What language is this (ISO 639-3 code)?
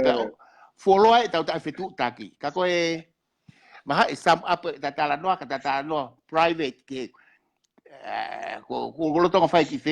ton